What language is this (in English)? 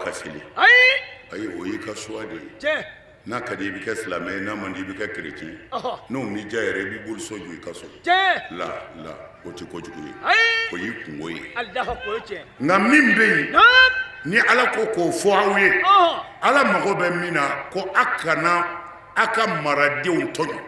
Bambara